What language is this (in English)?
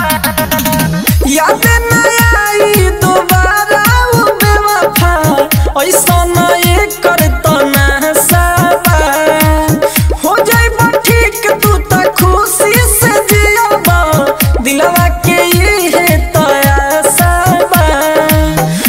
Bhojpuri